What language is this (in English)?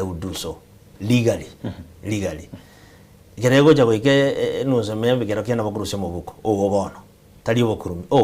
Gusii